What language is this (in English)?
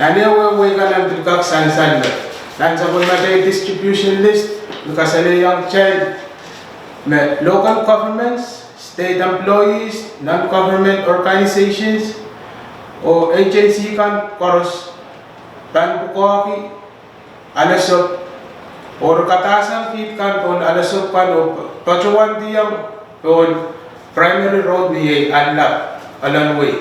Pohnpeian